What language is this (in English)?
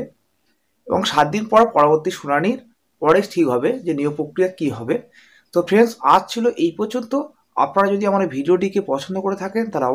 Bangla